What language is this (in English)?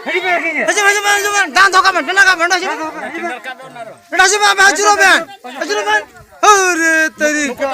Santali